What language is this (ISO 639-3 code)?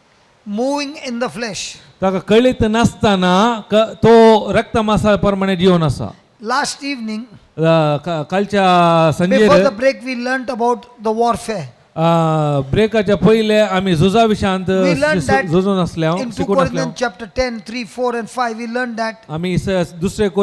kok